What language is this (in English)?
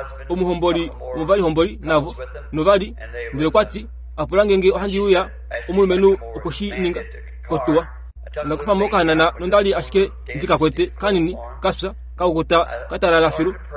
Kuanyama